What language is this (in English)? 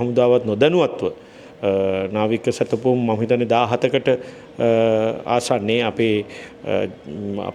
Sinhala